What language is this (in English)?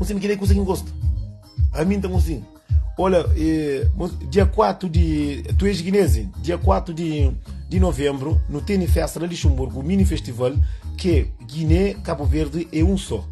Kabuverdianu